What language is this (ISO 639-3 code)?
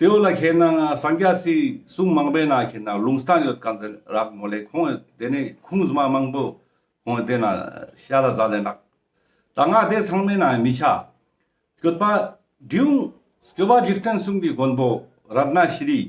lbj